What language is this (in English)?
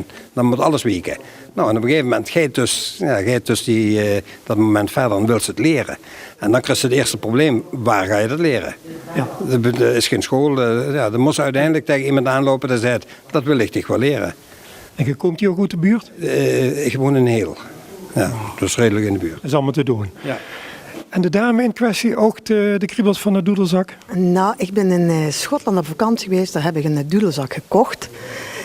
Limburgish